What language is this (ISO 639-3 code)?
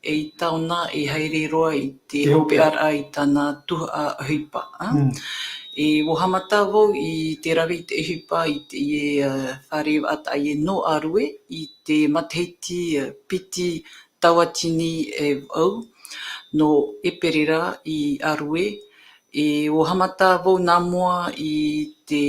tah